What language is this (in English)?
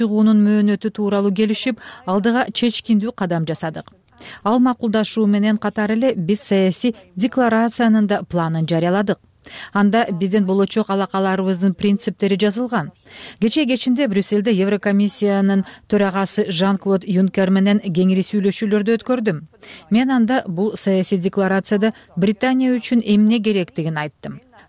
Kyrgyz